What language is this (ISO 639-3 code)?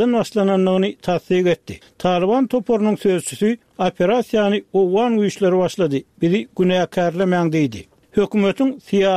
tuk